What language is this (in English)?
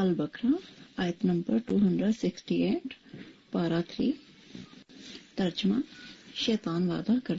Urdu